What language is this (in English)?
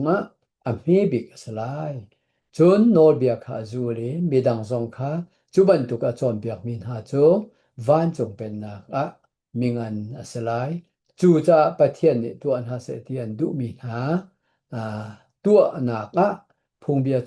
Hakha Chin